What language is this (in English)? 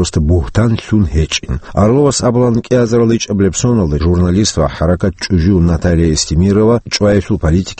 Avaric